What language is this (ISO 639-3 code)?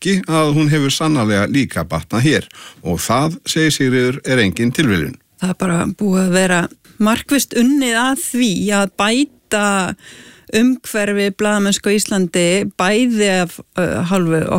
isl